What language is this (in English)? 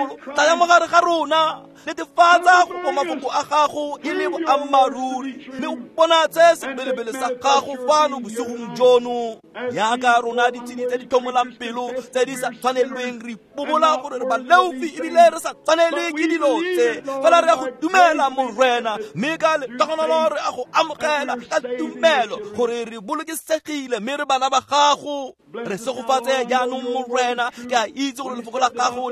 Tswana